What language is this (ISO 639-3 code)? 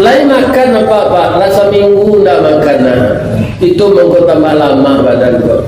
min